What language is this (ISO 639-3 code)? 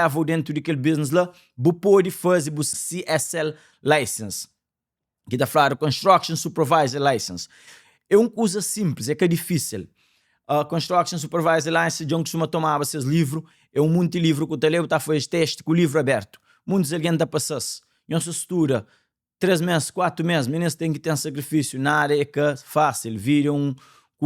kea